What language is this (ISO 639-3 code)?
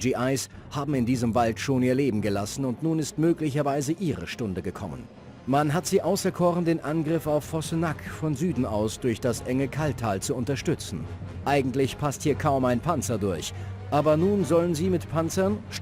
bar